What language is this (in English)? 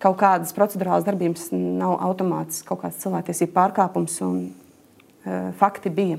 Latvian